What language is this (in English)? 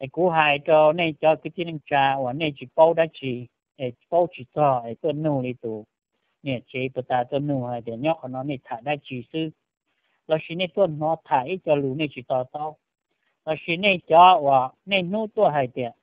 Hmong